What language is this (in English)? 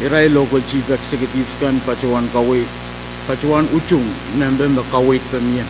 Pohnpeian